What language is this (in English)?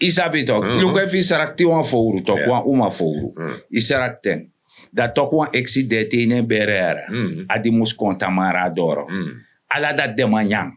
Sranan Tongo